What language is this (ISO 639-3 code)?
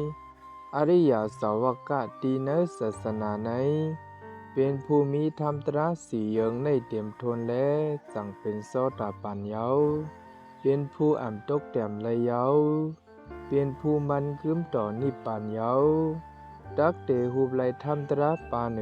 shn